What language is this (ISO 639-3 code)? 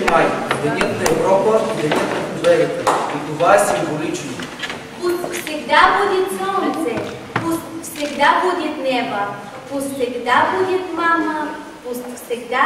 bul